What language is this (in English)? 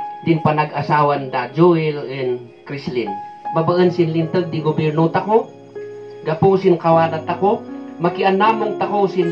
Kankanaey